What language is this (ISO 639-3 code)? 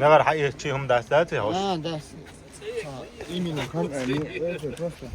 che